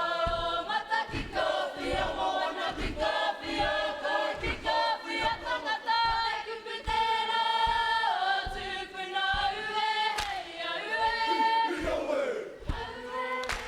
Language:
Māori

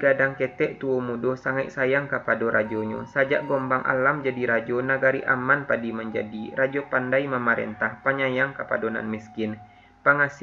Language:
Minangkabau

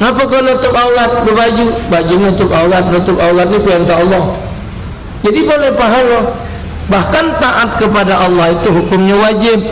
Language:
Musi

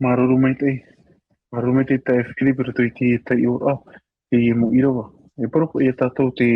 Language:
Tahitian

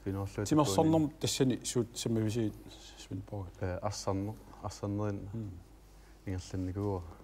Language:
Kalaallisut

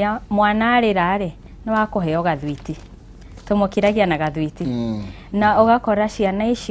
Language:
Kikuyu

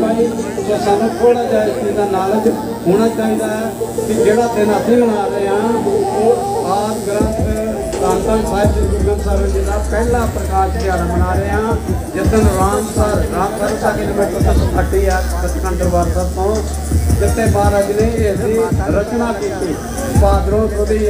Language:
Punjabi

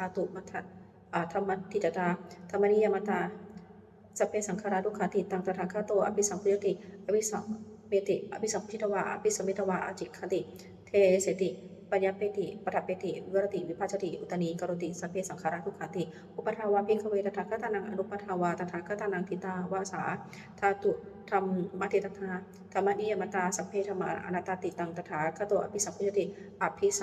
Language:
Pali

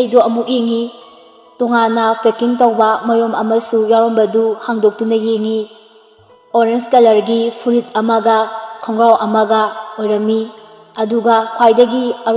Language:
Manipuri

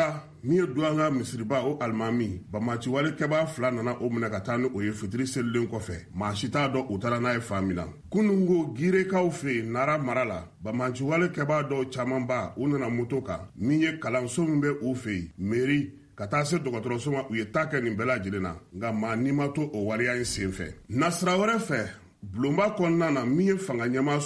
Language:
Bambara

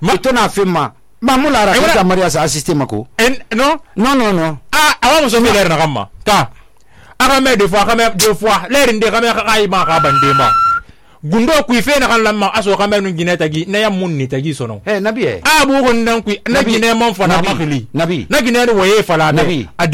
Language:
Susu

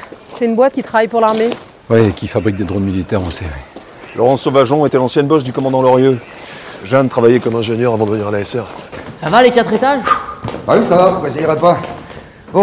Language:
French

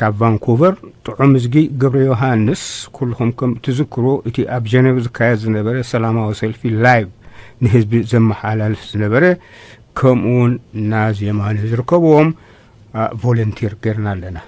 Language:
Tigrinya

